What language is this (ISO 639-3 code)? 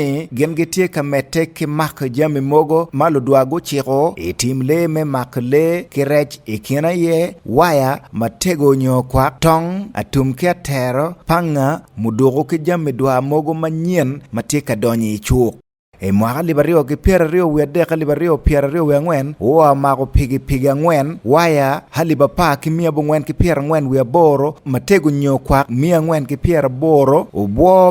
ach